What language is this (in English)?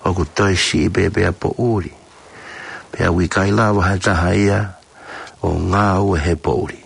Tongan